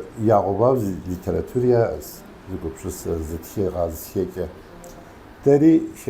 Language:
Kabardian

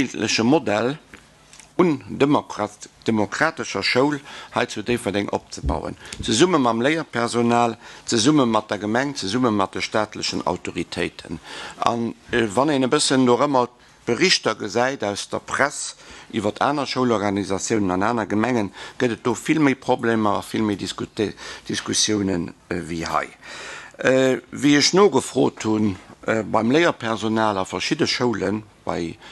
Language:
Luxembourgish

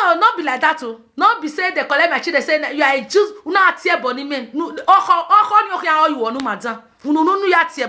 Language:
Nigerian Pidgin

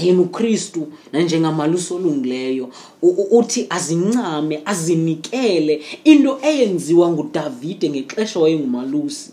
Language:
Xhosa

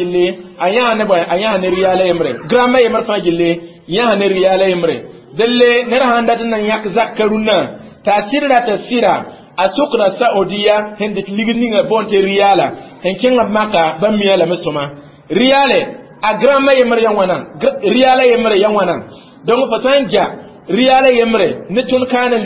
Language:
Mossi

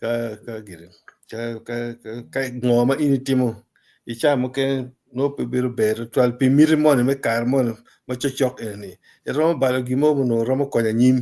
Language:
Acoli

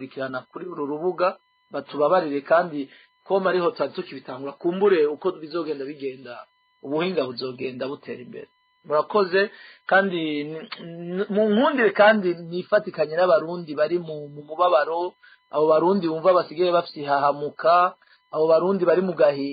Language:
Rundi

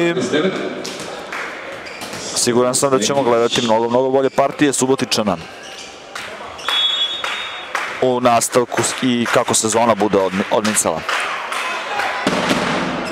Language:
Serbian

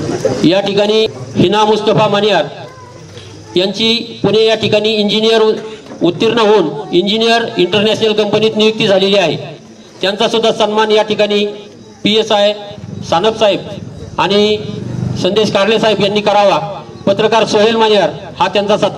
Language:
Marathi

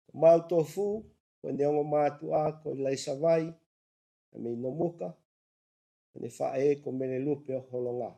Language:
Tongan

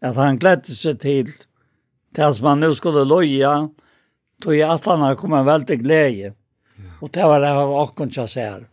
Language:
Faroese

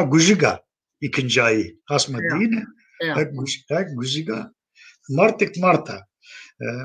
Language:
Zaza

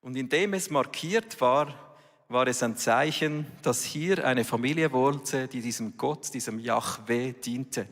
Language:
Swiss German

